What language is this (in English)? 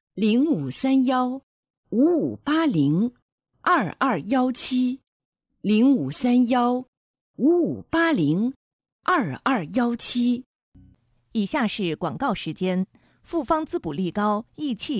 Chinese